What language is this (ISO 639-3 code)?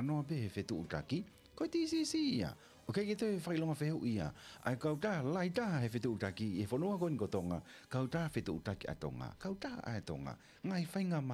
ton